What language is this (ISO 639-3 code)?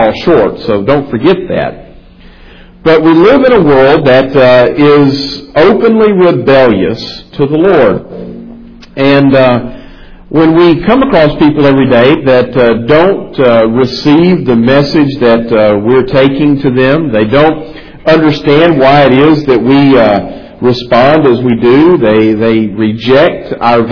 eng